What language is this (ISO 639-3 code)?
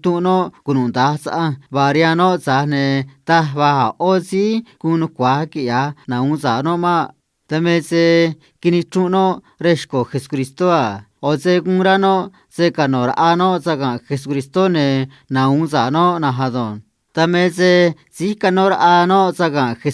trc